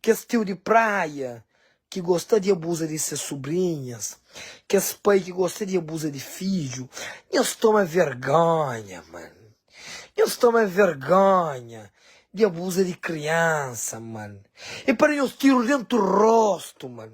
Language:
Kabuverdianu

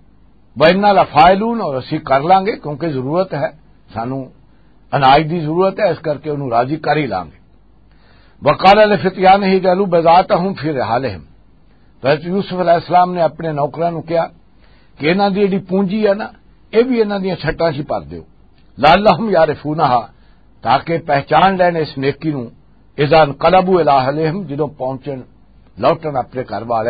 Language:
Western Panjabi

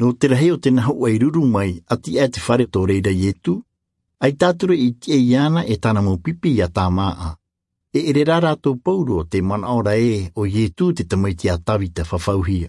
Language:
Tahitian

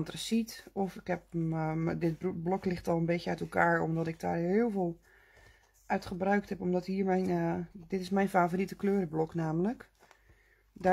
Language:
Dutch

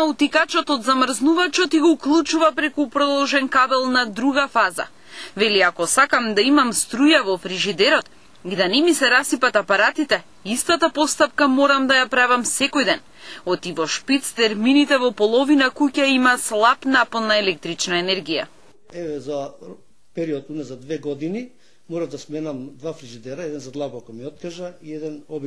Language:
Macedonian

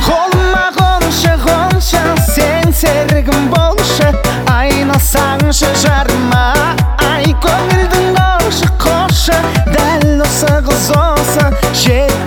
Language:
Kazakh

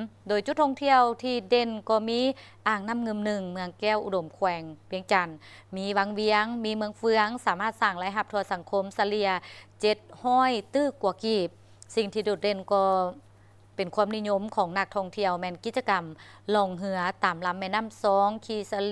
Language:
Lao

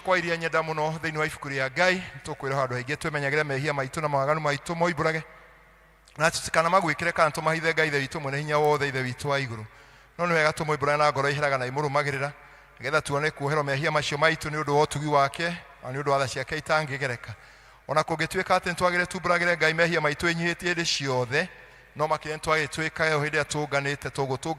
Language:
Kikuyu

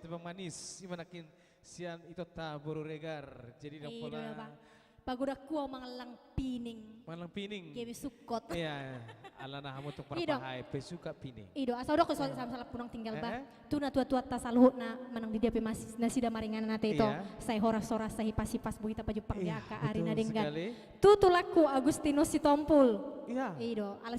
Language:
Batak Toba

